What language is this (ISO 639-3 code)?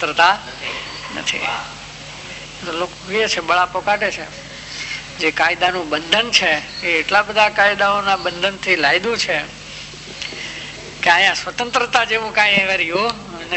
guj